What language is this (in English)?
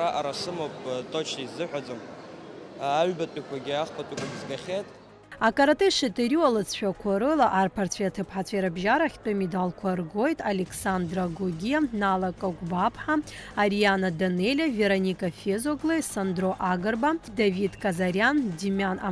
Abkhazian